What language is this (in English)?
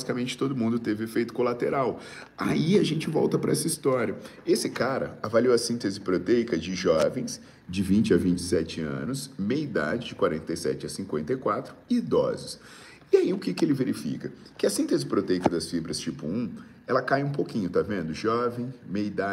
Portuguese